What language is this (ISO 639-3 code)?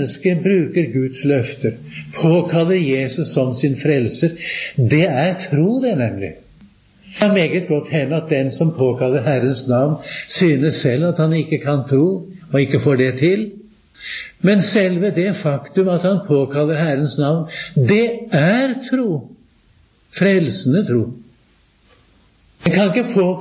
nor